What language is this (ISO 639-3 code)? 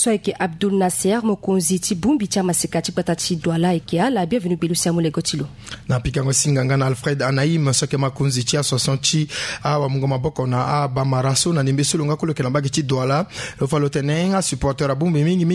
sag